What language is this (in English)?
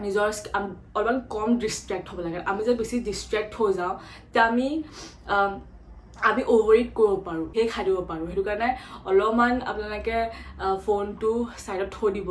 Assamese